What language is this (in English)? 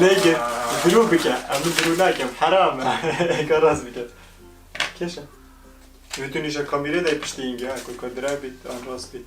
Kurdish